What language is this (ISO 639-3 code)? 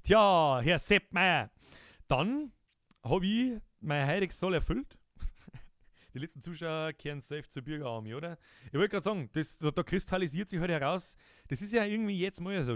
bar